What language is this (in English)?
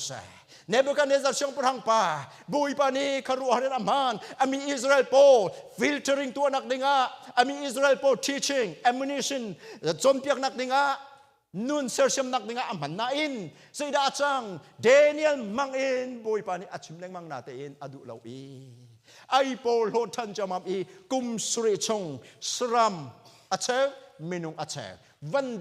Hakha Chin